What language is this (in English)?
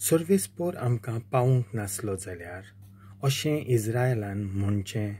Konkani